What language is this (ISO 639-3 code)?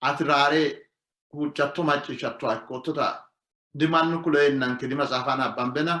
sid